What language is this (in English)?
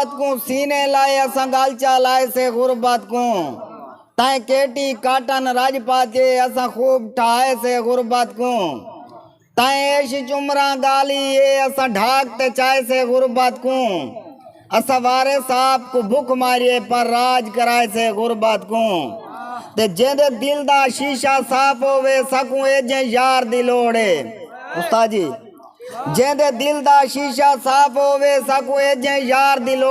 Saraiki